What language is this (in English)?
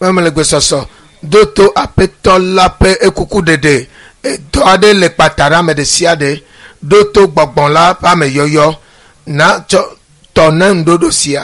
Ewe